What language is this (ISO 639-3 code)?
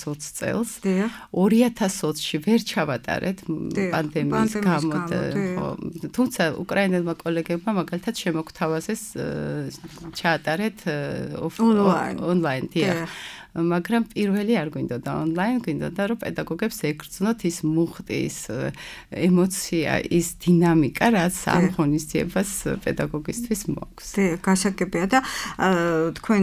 kat